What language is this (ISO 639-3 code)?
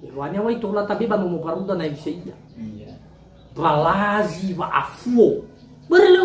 nia